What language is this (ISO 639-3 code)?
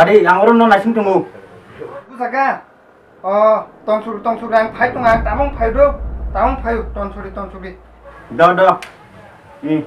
trp